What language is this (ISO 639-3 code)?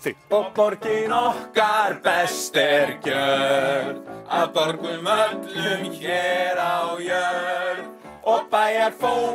isl